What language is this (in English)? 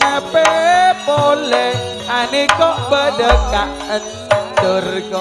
Madurese